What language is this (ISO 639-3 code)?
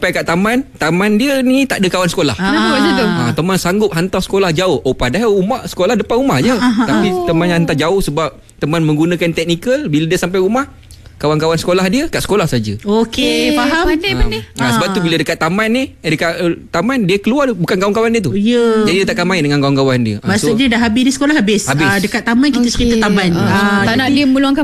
msa